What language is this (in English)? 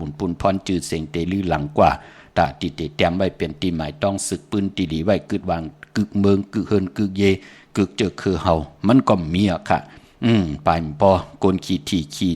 Shan